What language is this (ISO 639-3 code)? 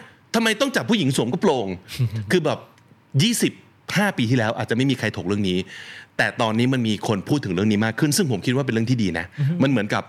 tha